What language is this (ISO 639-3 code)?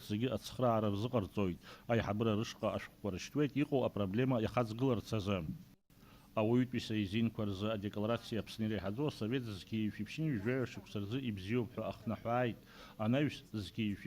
abk